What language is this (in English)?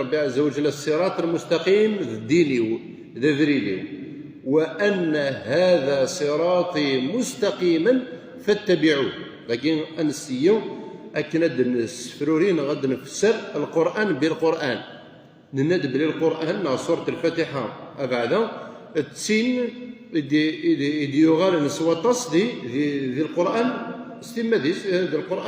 Kabyle